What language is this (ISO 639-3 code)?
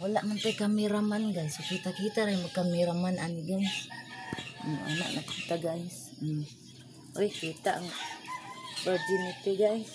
ceb